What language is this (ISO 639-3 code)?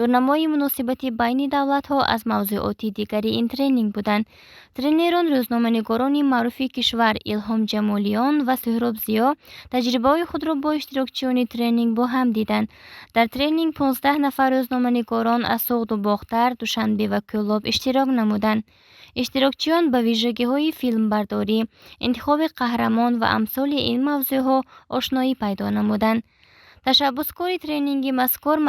tgk